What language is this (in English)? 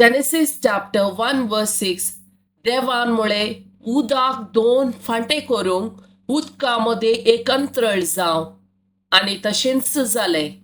Konkani